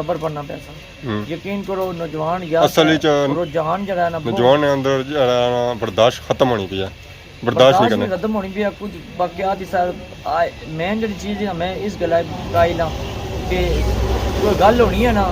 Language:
Pahari-Potwari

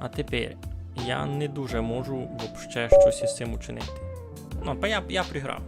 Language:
Rusyn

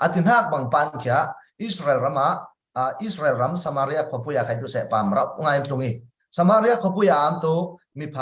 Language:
Falam Chin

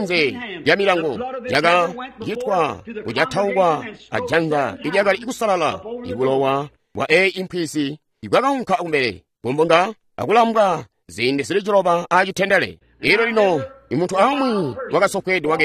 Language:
Tonga (Zambia)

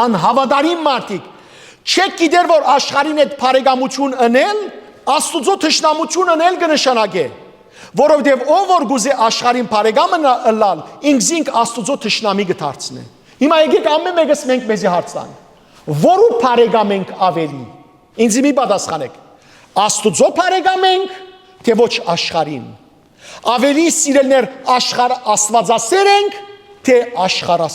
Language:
Western Armenian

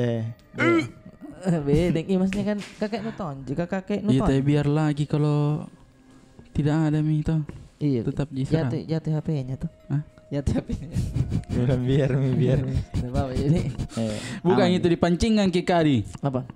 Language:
Makassar Malay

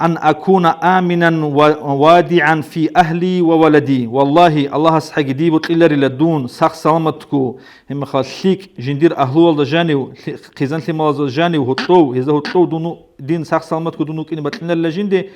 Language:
Avaric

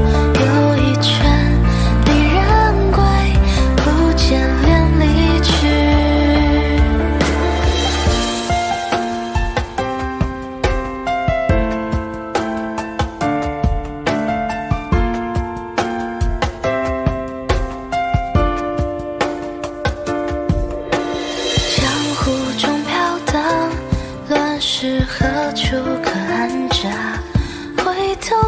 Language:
Chinese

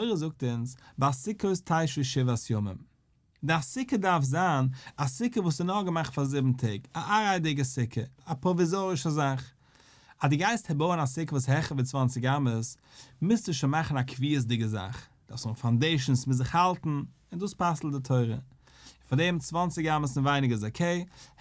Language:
Yiddish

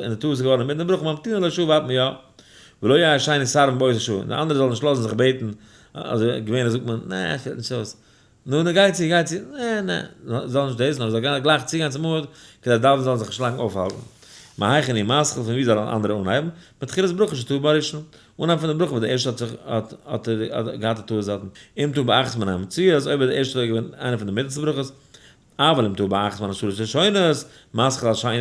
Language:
Yiddish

